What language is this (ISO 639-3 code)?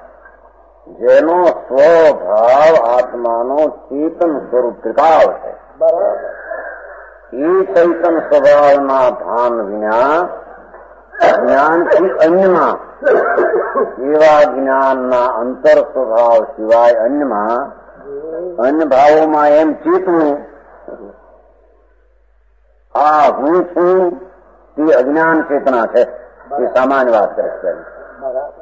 guj